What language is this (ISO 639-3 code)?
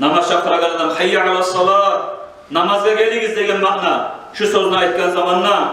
kum